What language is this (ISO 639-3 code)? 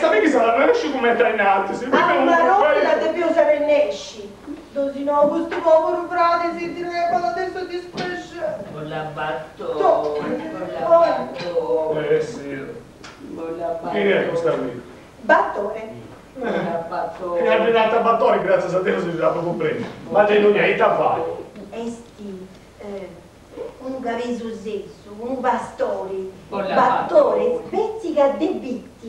srd